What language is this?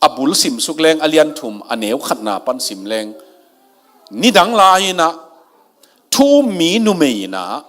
Tedim Chin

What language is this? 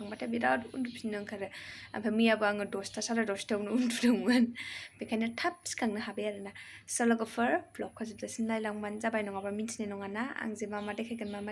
Bodo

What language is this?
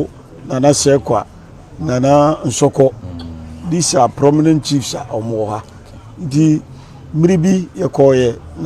Akan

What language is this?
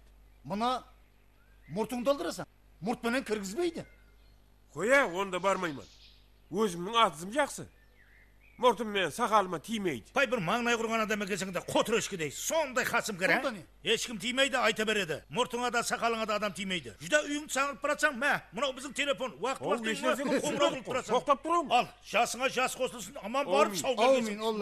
Kara-Kalpak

